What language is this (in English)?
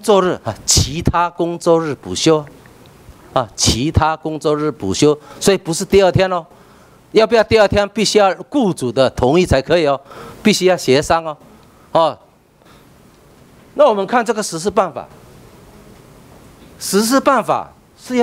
Chinese